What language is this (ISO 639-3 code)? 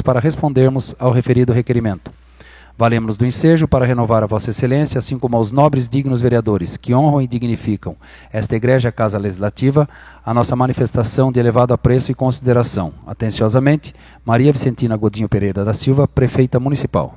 por